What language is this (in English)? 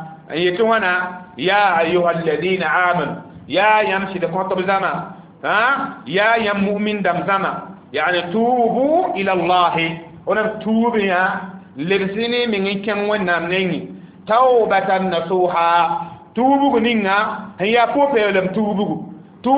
Mossi